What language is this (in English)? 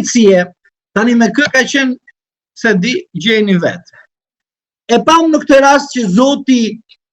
Albanian